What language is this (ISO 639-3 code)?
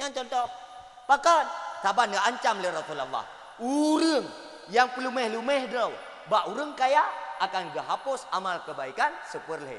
ace